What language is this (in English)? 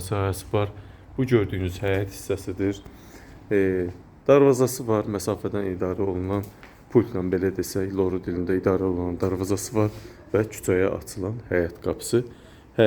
Azerbaijani